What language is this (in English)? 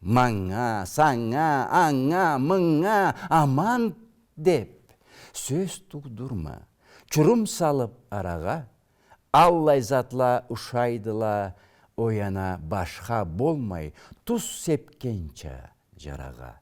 Karachay-Balkar